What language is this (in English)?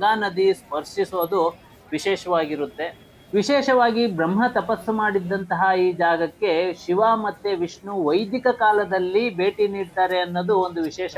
Kannada